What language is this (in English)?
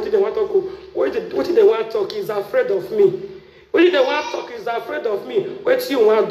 Nigerian Pidgin